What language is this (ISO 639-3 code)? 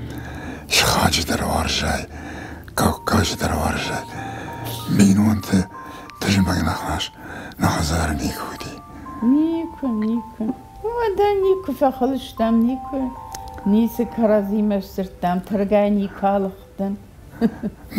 oss